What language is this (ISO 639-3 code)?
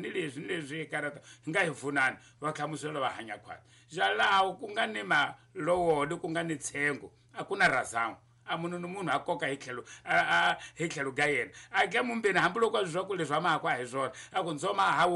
tso